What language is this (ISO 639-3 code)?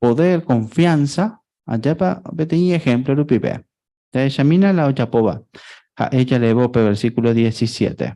grn